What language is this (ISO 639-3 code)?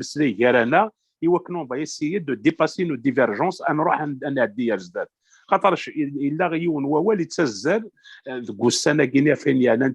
kab